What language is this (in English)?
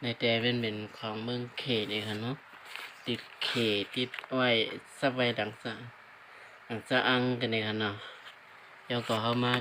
Shan